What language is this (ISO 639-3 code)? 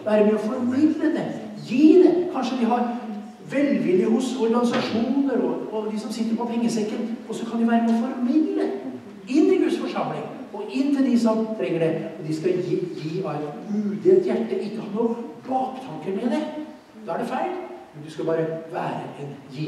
nor